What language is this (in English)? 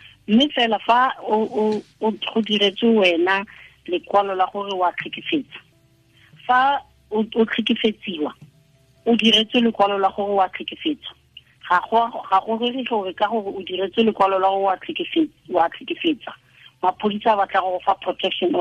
Tswana